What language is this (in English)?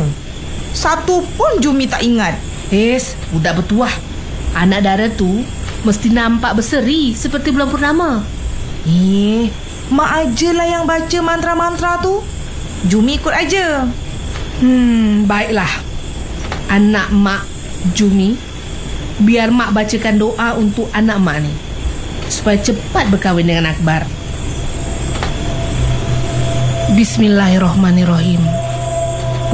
Malay